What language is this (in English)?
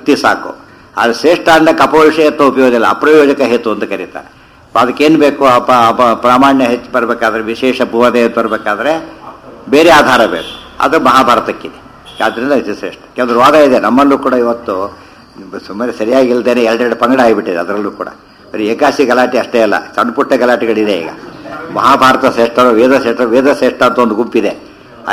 Kannada